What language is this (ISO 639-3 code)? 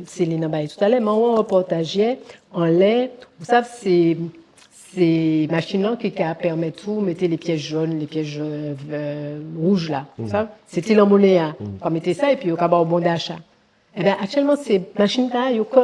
gcf